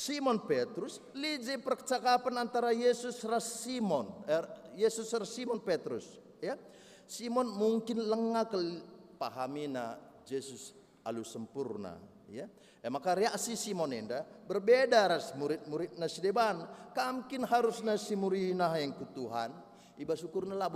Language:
Batak Karo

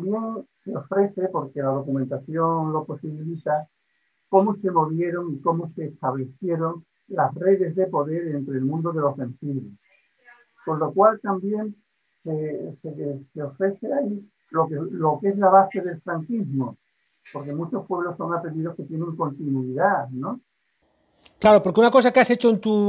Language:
Spanish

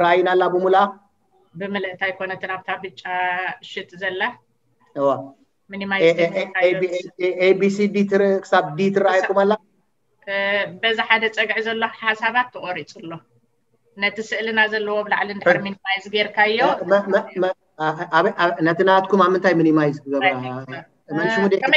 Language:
Tigrinya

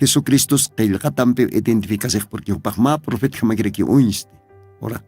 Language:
Aymara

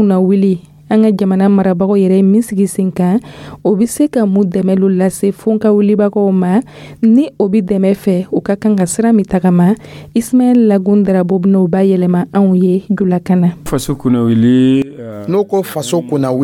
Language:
Dyula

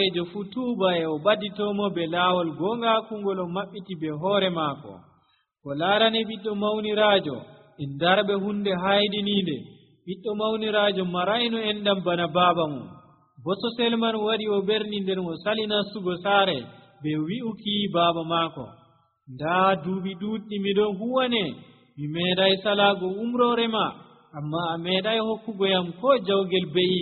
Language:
Nigerian Fulfulde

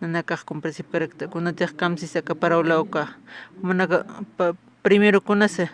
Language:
Aymara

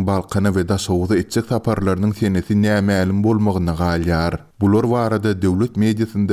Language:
Turkmen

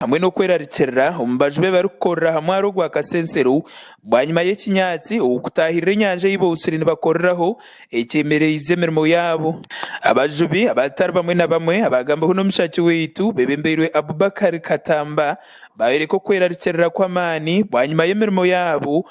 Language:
Nyankole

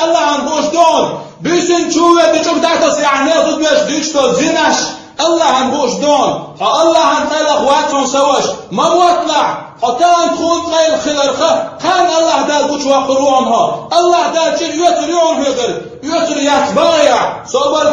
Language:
Chechen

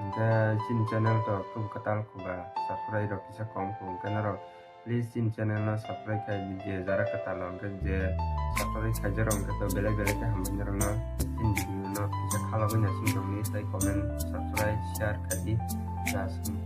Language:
Kok Borok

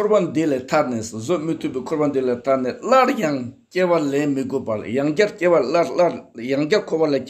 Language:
Tibetan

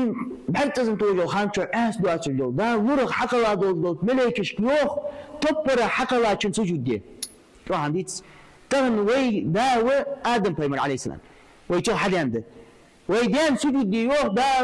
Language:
Ingush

